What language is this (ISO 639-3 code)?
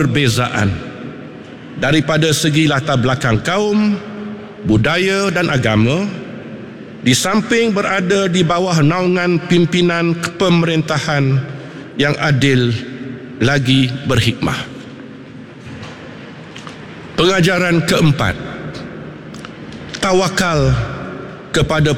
msa